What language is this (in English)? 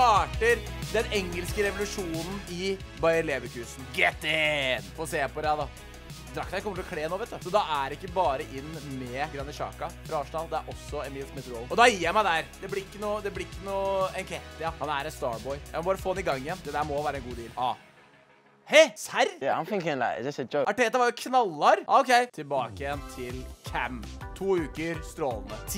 Norwegian